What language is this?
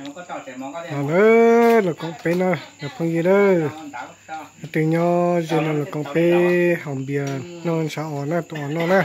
Hmong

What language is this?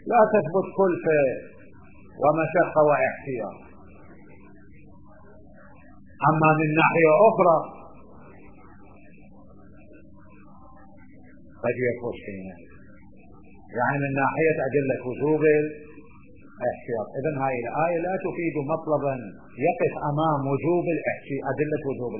Arabic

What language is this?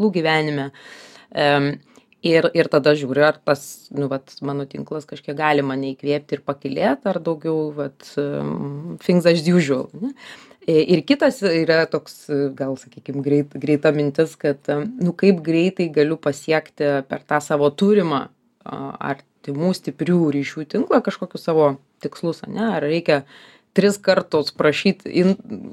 Lithuanian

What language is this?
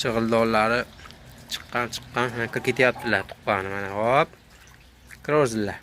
Uzbek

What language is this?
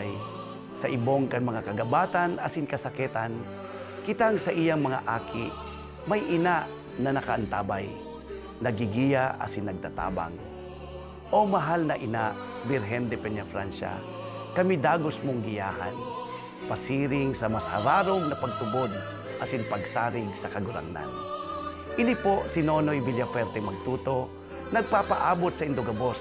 Bikol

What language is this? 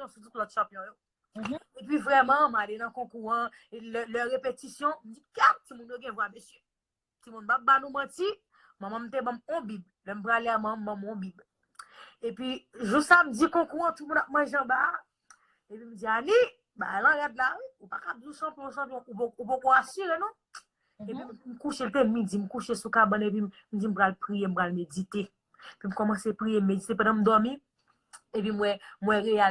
Haitian Creole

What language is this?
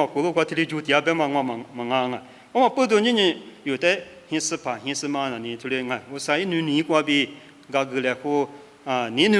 Lisu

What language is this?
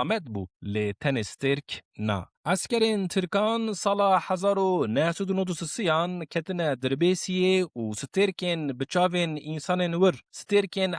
Kurdish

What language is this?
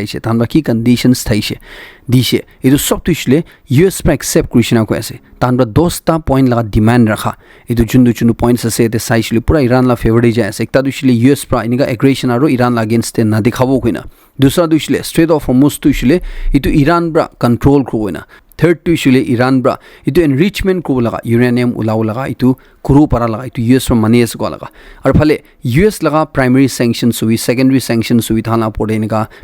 Naga Pidgin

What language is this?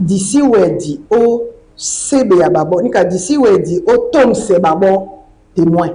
Duala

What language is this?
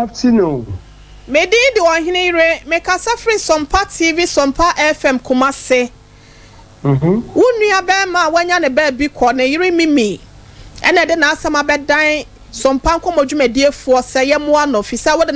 Akan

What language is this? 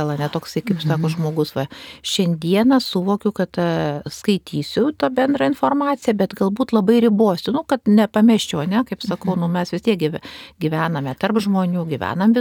Lithuanian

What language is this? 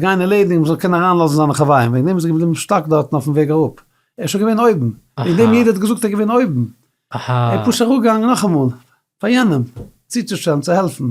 Yiddish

